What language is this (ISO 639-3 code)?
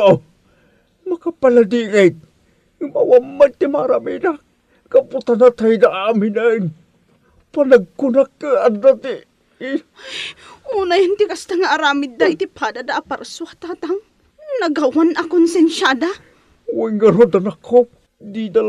ilo